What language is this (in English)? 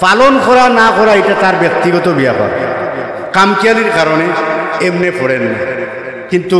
Sylheti